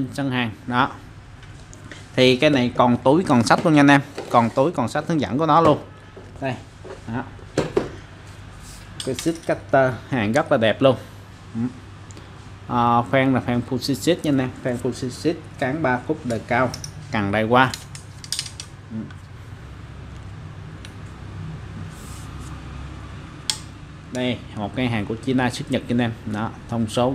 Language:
Vietnamese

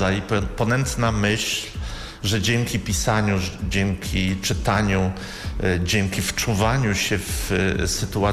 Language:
Polish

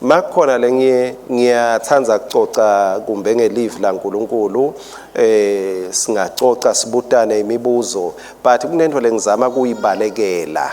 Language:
Swati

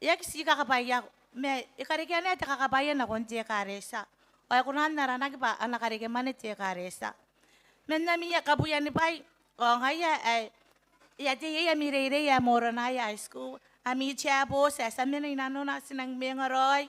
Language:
Gilbertese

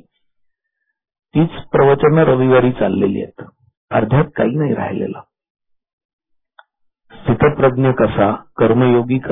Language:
Marathi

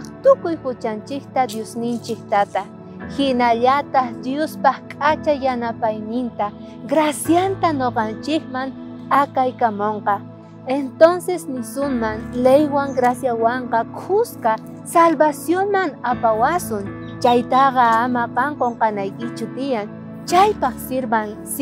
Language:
South Bolivian Quechua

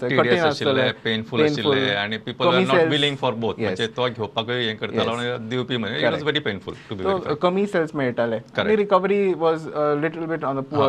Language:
Konkani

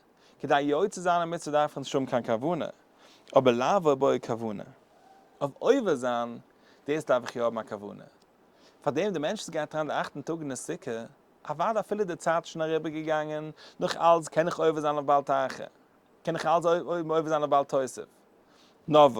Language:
Yiddish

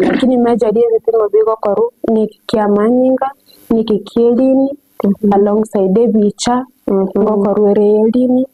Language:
Gusii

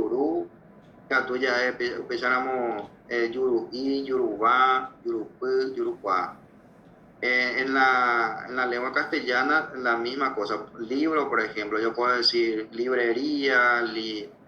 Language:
Guarani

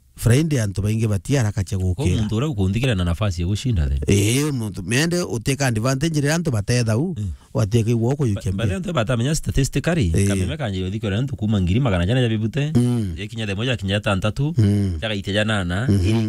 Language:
Meru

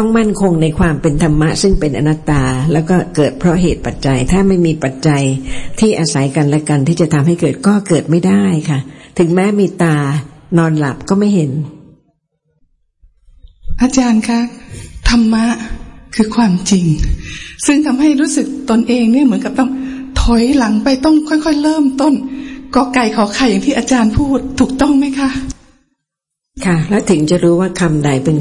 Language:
Thai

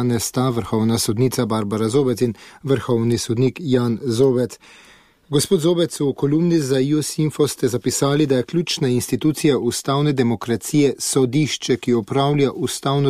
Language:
Slovenian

